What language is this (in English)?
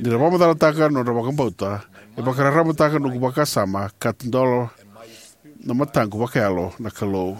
Fijian